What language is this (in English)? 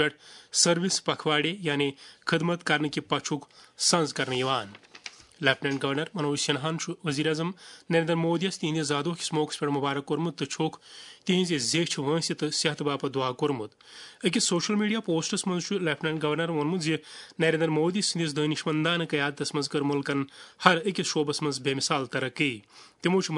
Kashmiri